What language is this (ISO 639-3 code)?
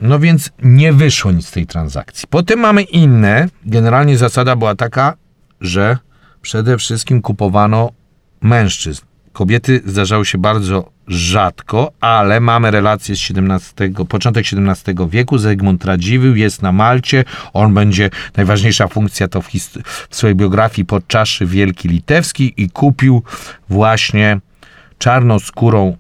pol